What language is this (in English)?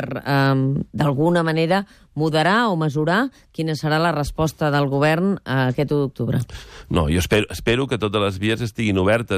Catalan